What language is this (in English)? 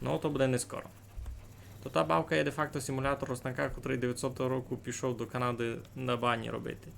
Rusyn